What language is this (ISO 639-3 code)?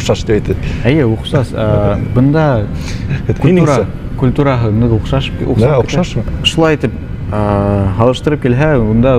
bak